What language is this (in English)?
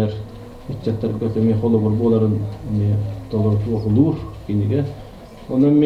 Yakut